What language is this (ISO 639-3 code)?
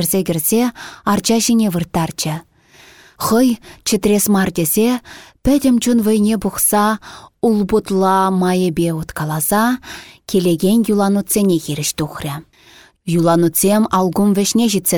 chv